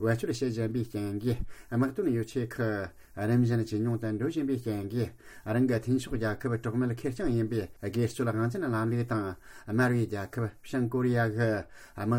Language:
Tibetan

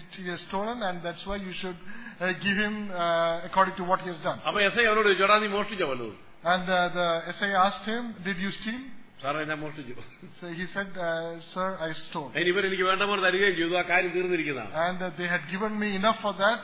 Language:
Malayalam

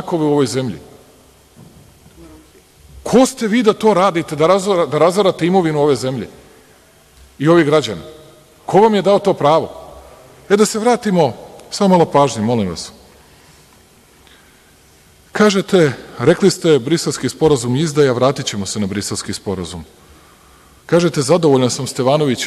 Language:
Serbian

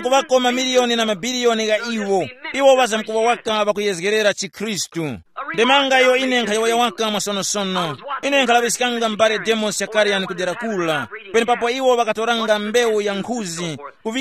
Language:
Tumbuka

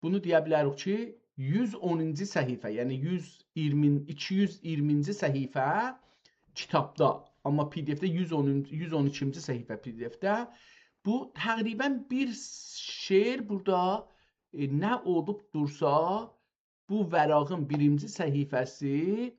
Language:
South Azerbaijani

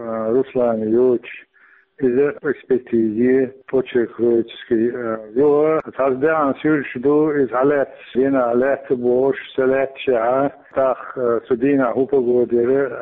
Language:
Chechen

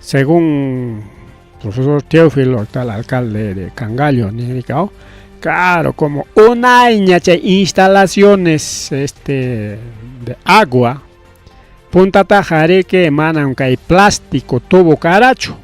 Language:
Ayacucho Quechua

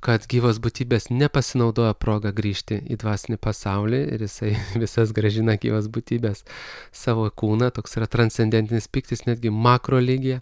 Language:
Lithuanian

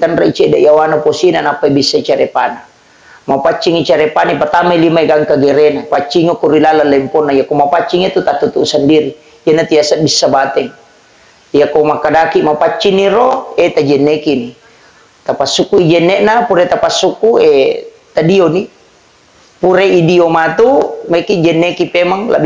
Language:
Buginese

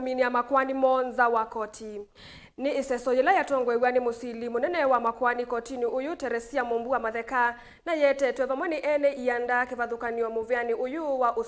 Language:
Kamba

